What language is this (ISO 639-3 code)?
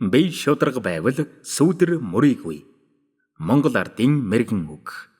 mon